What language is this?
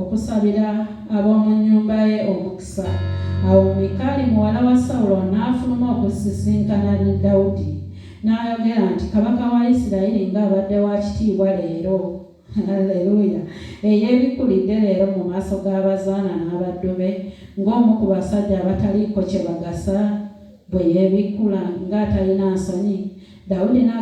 Ganda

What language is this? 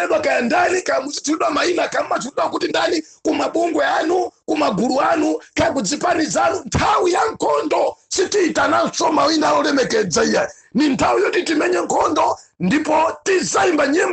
Nyanja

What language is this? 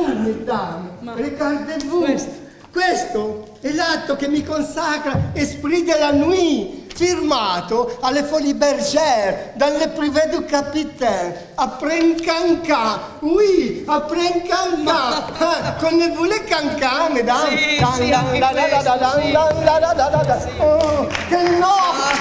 Italian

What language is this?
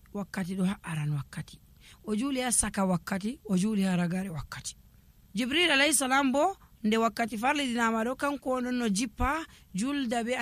Nigerian Fulfulde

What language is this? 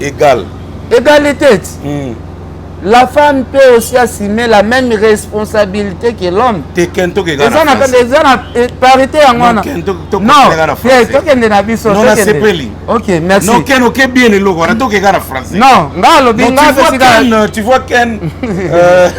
Lingala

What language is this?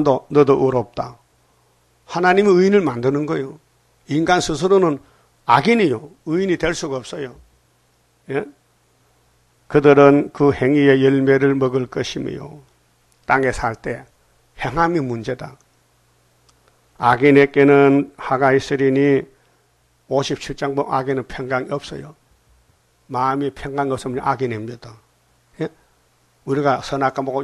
Korean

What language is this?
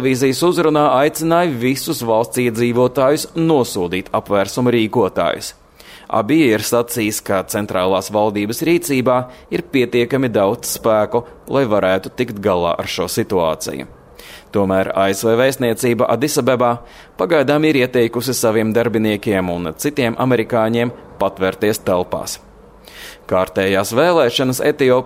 Latvian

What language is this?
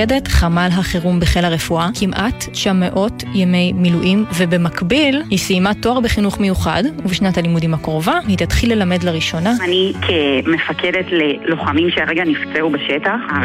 Hebrew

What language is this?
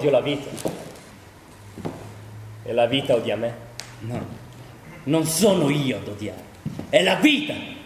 Italian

